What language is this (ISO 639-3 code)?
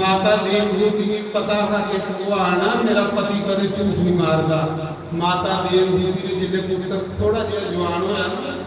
doi